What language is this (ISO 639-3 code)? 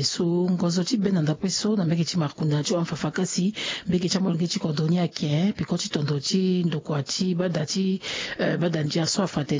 sag